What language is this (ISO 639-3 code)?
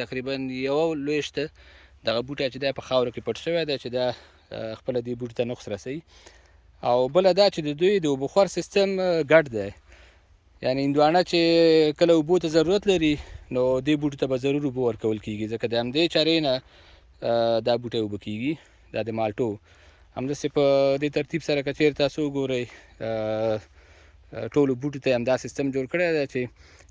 pus